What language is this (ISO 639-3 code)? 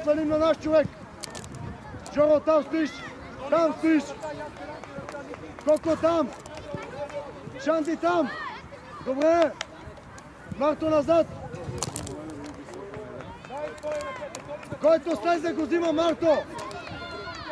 bul